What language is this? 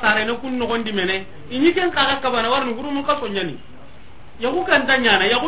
Soninke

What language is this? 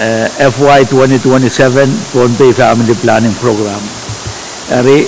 Pohnpeian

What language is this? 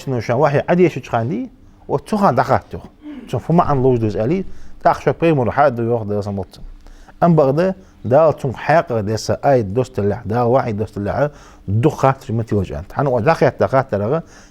Ingush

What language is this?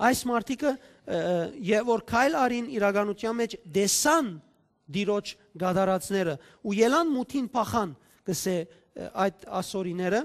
Western Armenian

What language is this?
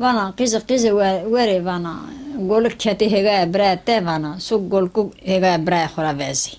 Zaza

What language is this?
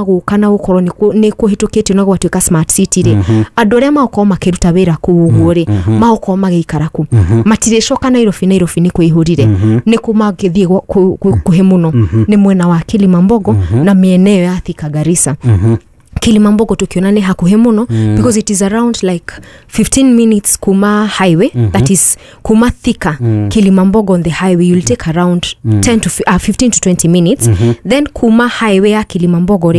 Kikuyu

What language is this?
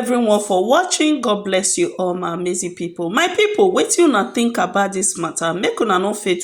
Nigerian Pidgin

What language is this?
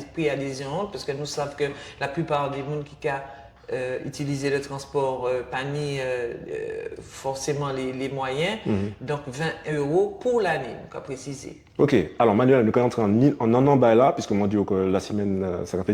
Guadeloupean Creole French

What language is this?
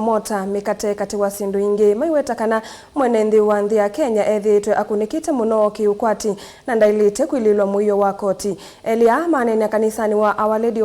Kamba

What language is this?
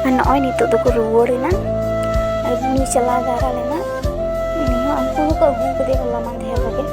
Santali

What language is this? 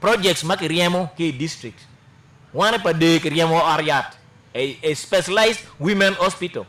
Acoli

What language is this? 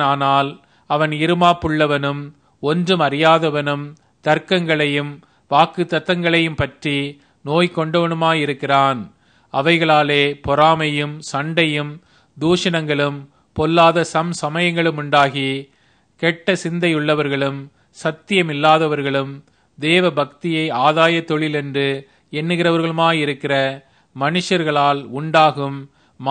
Tamil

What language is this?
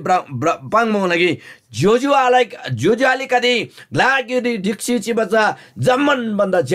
Eastern Tamang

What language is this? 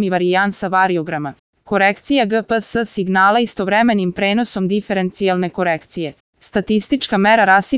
Serbian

